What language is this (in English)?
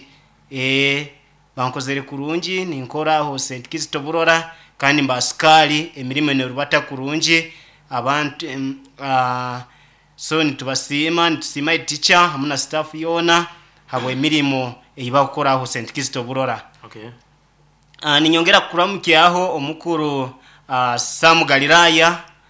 Nyoro